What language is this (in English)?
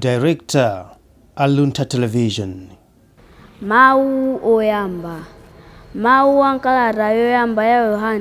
Nyanja